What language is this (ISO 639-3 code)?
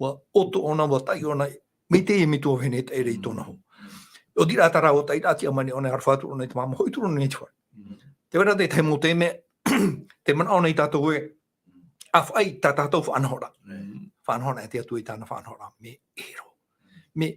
tah